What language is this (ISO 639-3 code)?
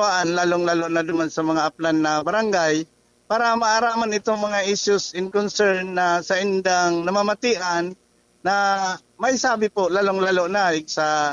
bik